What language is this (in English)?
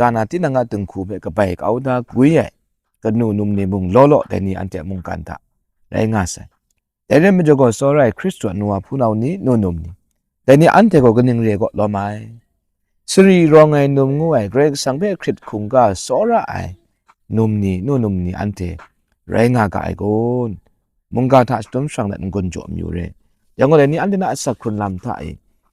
Kachin